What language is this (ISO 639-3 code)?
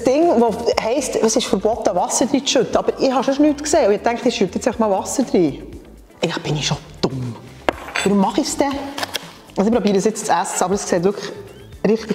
gsw